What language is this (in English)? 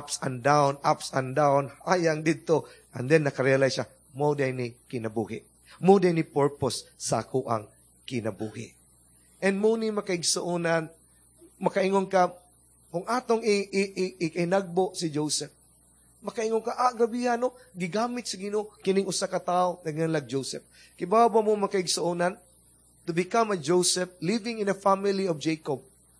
Cebuano